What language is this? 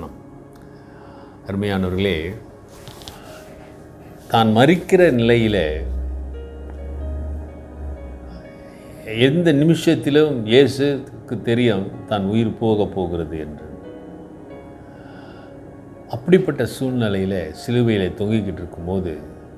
Tamil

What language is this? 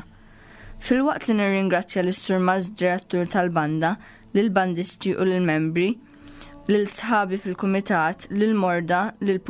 Maltese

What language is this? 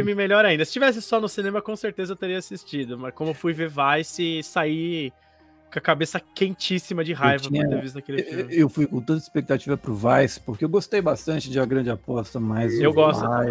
Portuguese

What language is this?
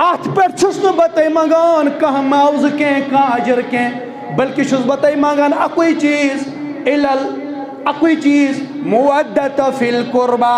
Kashmiri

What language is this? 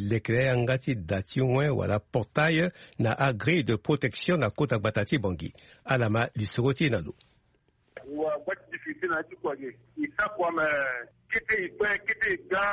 Sango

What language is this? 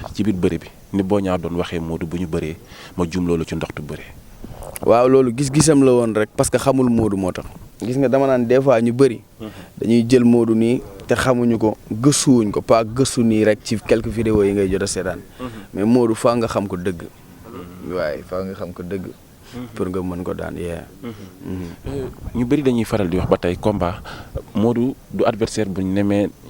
Wolof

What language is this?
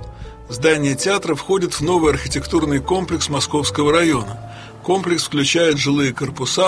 Russian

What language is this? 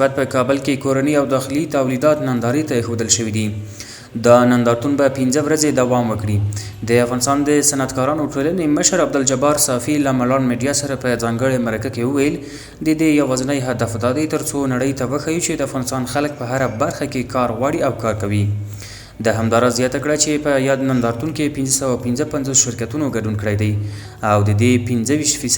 Pashto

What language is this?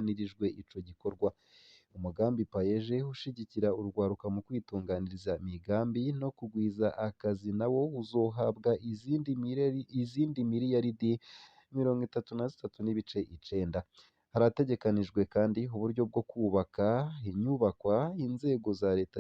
Rundi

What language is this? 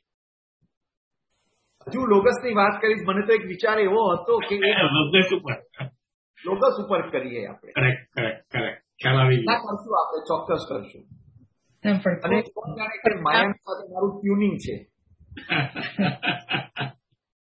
Gujarati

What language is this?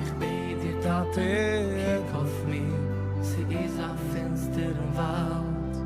Yiddish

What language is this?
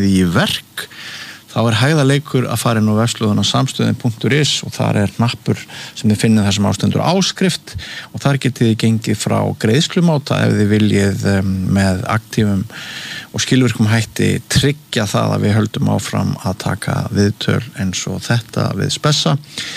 Icelandic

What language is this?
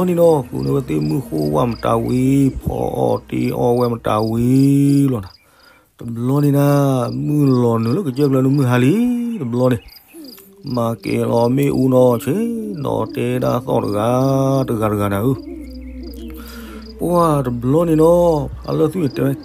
S'gaw Karen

